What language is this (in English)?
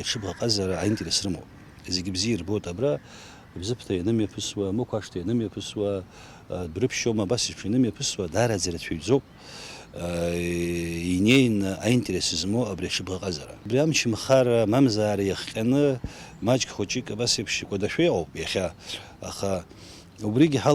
Abkhazian